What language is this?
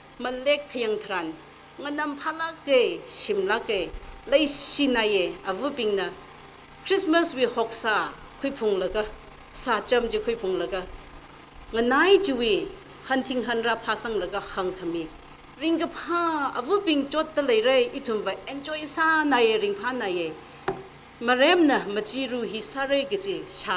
Tangkhul Naga (India)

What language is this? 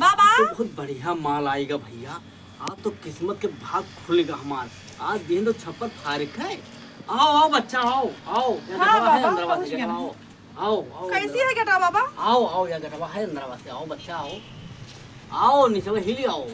Awadhi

